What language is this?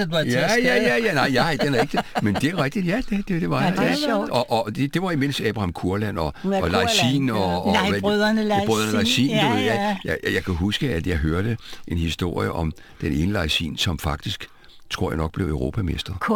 Danish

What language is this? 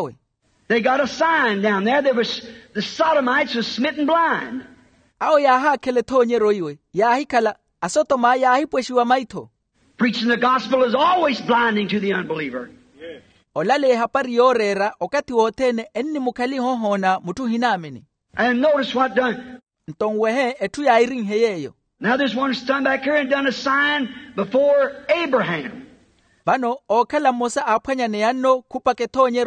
Makhuwa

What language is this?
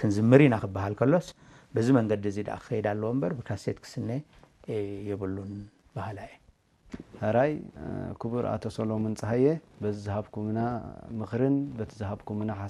Tigrinya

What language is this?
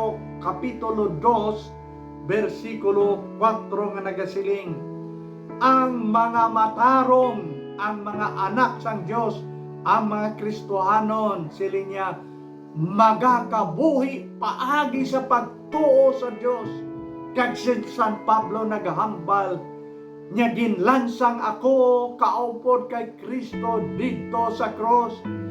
Hiligaynon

